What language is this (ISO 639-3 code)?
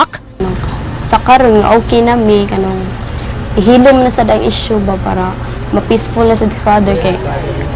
ceb